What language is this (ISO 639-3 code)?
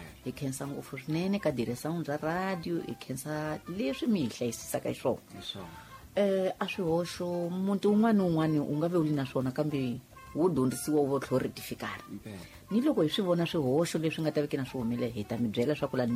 tso